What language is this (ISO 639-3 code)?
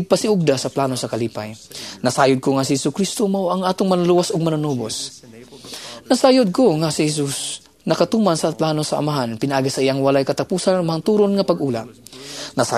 ceb